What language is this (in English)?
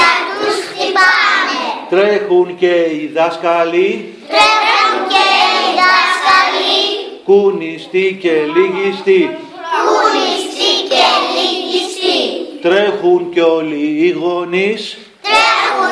Greek